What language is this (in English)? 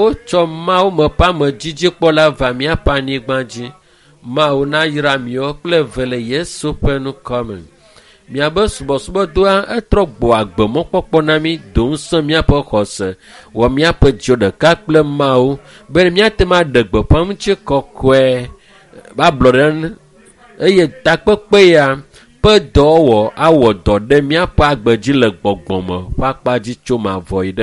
Ewe